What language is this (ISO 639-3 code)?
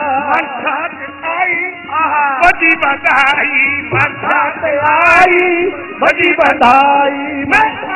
pan